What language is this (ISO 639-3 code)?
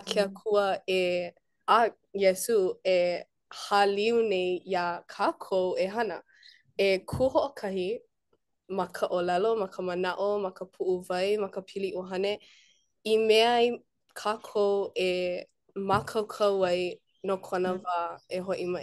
haw